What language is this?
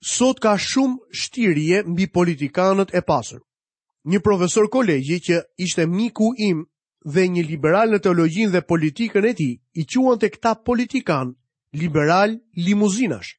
Albanian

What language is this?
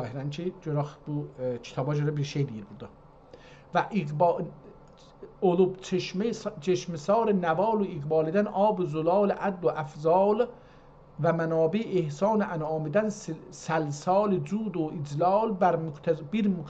South Azerbaijani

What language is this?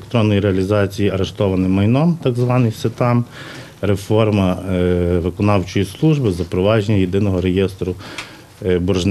Ukrainian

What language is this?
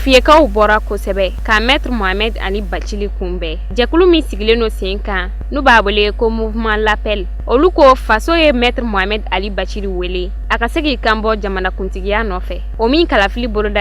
Bambara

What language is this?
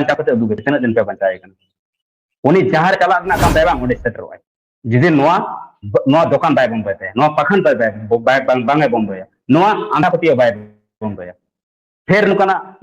Santali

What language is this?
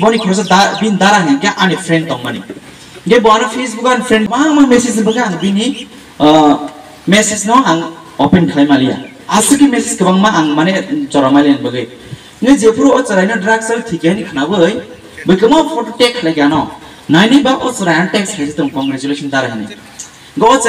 Kok Borok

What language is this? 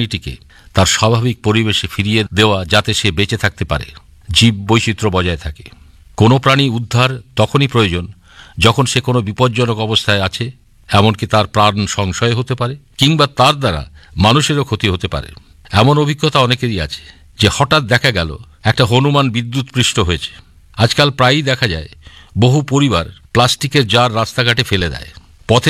Bangla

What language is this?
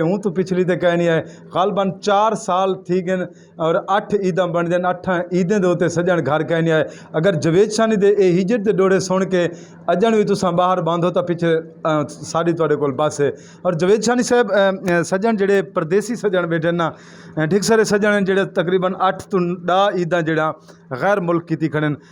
Saraiki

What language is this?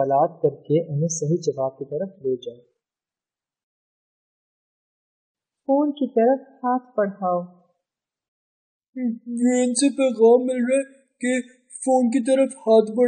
Urdu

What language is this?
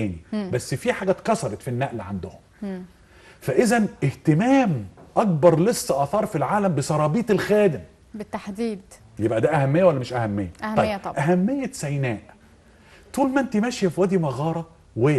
Egyptian Arabic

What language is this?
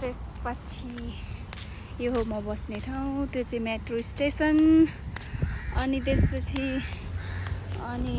Nepali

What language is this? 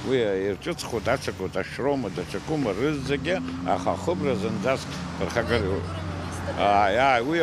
Abkhazian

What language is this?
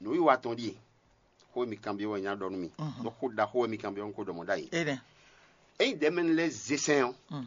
Fon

